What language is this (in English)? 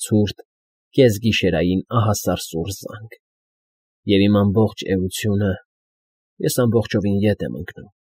Armenian